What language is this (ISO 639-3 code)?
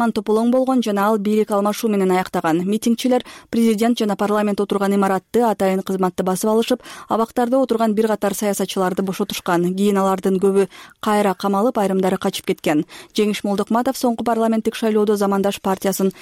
kir